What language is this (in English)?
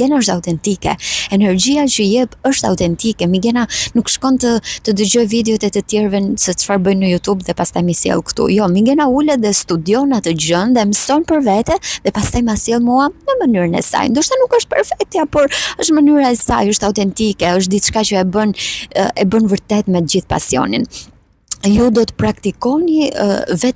Albanian